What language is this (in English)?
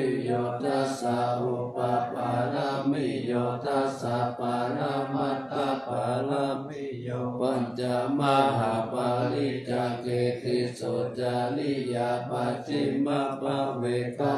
Pali